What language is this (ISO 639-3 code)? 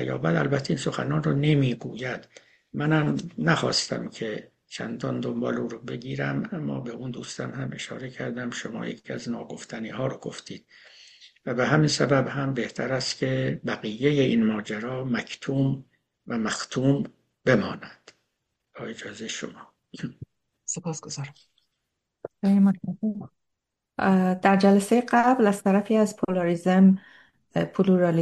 fas